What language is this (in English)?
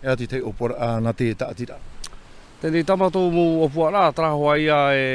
Tahitian